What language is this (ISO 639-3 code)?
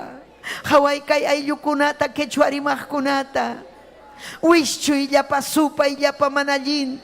quy